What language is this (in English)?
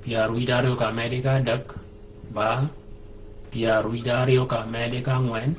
Shilluk